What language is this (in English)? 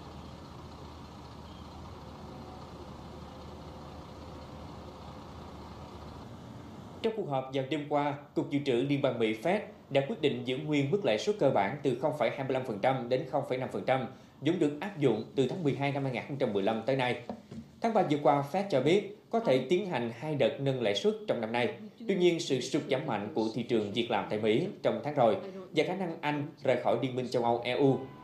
Vietnamese